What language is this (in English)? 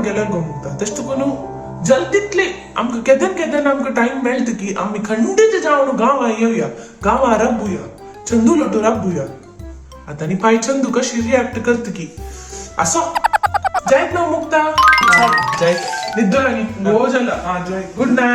Konkani